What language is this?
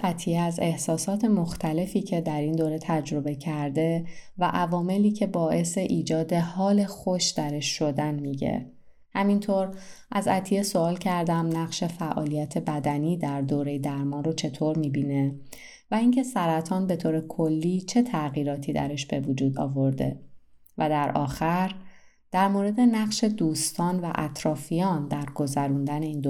Persian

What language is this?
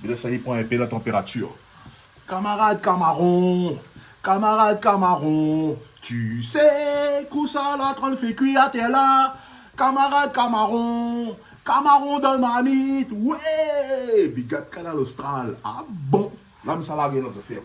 Réunion Creole French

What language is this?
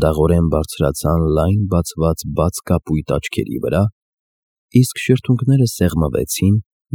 Armenian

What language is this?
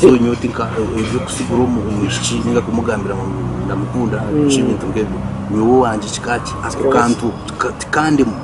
Nyankole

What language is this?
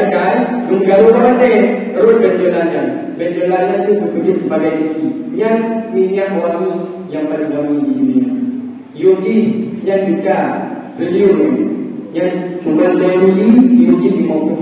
Achinese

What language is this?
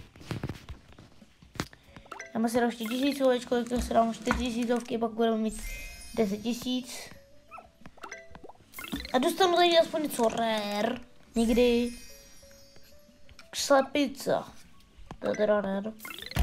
Czech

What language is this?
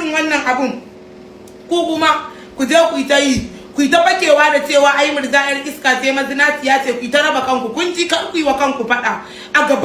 Hausa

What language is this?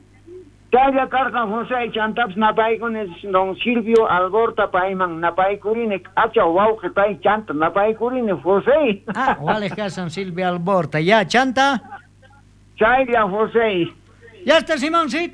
South Bolivian Quechua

